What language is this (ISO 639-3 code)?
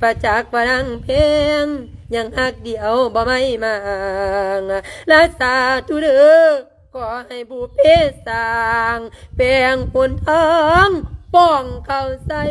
lao